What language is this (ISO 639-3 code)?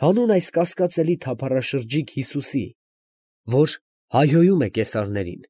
hye